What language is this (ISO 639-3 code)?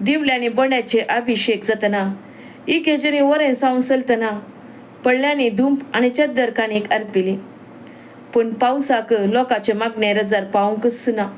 kok